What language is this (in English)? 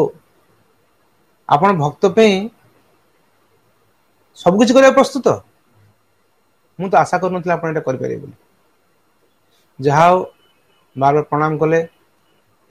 Odia